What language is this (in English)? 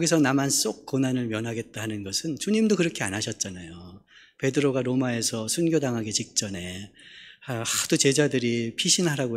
Korean